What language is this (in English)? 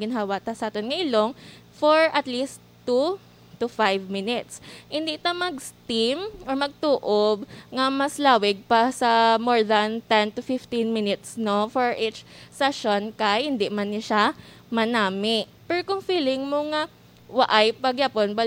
Hiligaynon